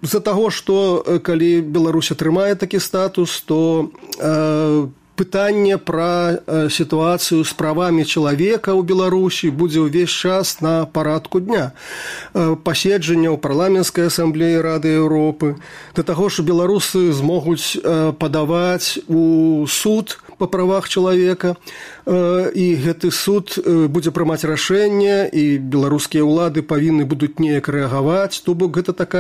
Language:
Belarusian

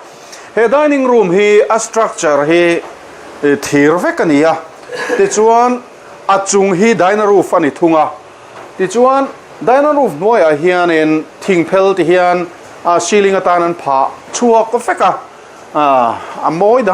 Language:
Mizo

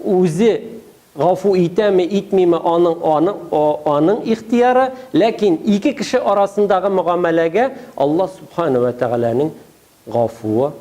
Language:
Tatar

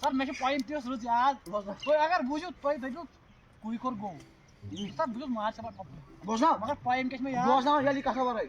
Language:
Kashmiri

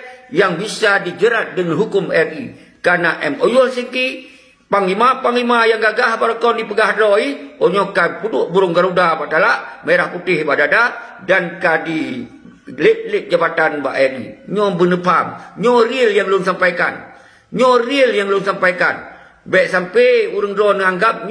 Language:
Achinese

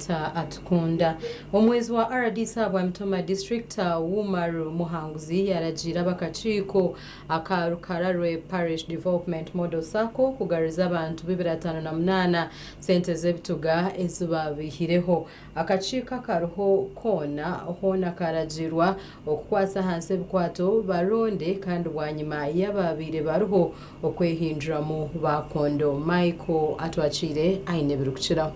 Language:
Nyankole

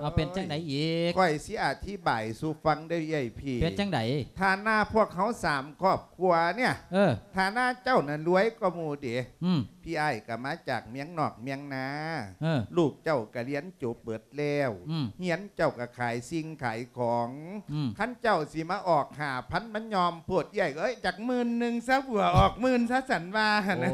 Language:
Lao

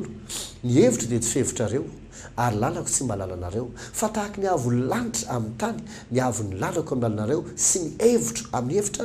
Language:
Malagasy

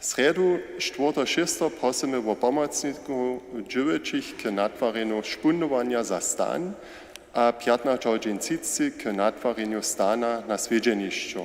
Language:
Upper Sorbian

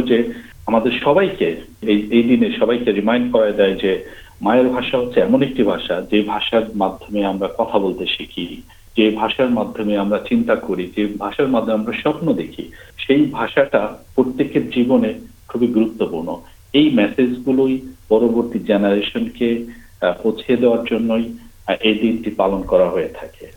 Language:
Bangla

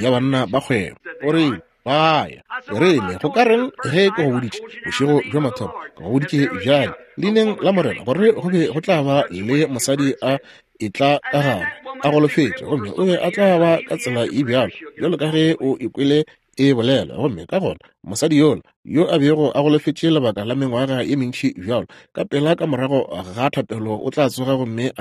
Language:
Northern Sotho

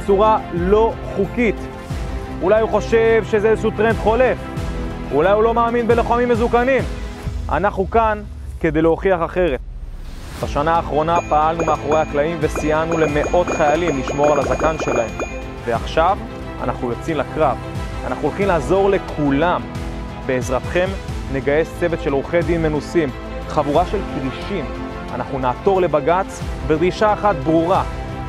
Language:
Hebrew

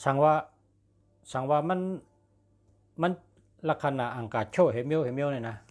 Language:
Shan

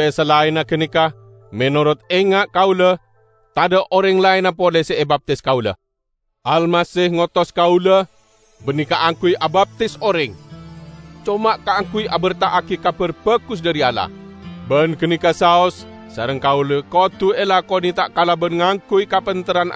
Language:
Madurese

